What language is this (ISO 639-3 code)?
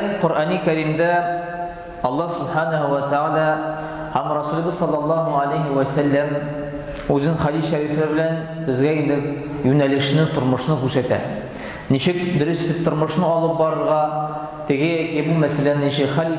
tat